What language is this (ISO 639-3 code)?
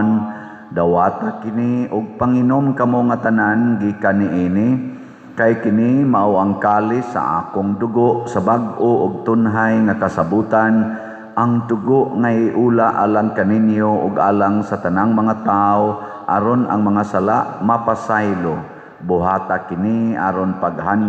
ceb